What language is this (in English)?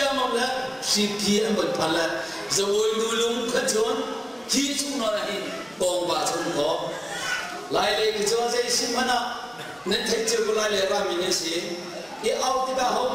Hakha Chin